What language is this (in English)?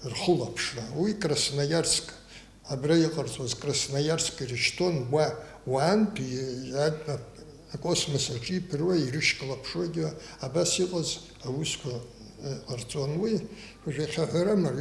Abkhazian